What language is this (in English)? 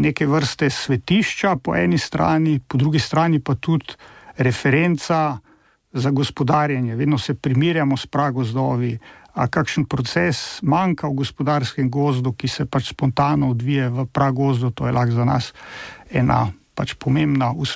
Slovenian